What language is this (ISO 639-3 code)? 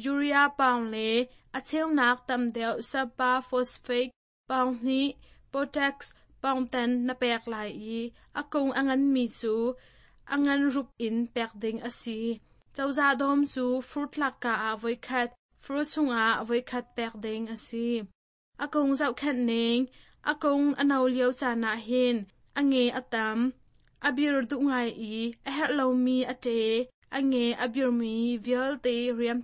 cnh